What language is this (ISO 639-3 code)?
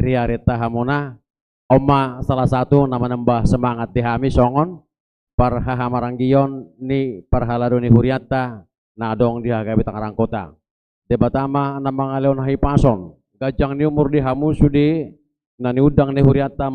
bbc